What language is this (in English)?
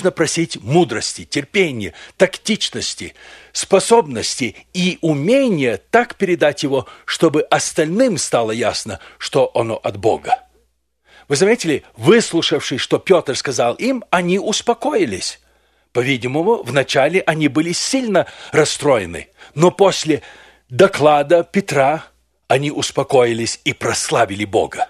Russian